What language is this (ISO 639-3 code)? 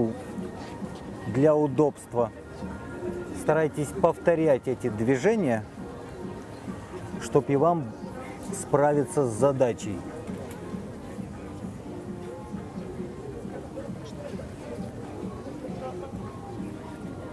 rus